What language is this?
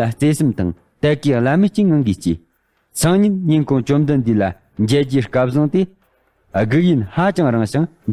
Tibetan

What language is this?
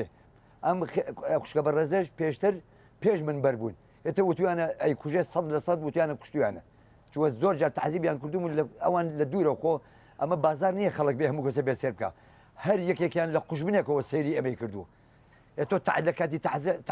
Central Kurdish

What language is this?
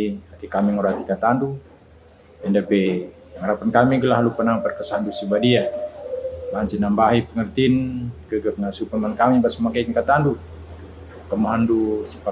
Batak Karo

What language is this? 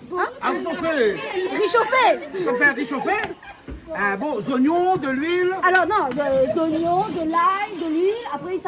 Réunion Creole French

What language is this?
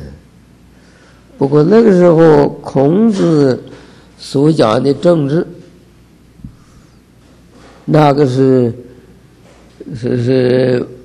Chinese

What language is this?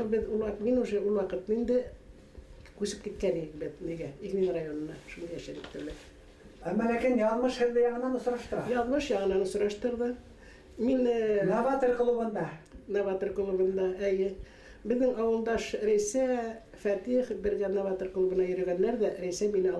Bashkir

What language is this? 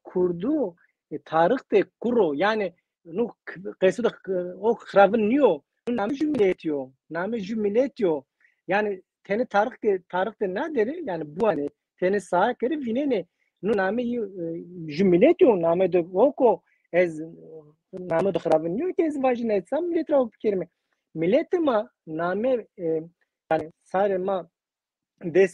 Zaza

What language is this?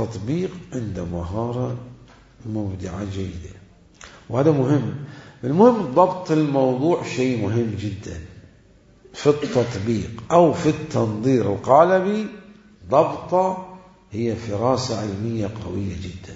Mesopotamian Arabic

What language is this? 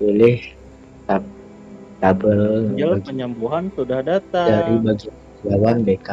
Banjar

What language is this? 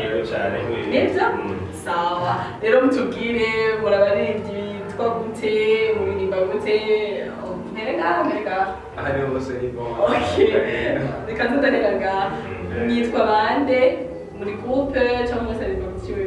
Rundi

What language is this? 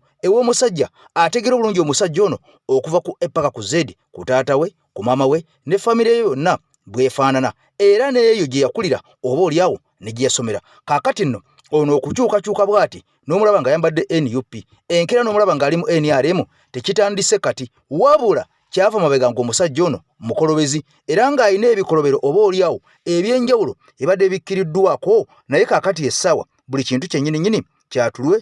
Ganda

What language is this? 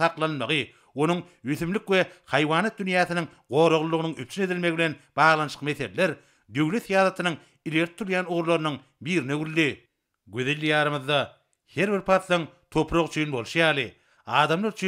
Turkmen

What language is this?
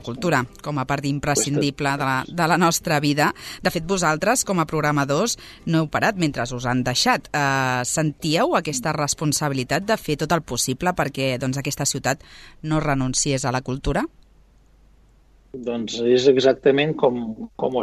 Catalan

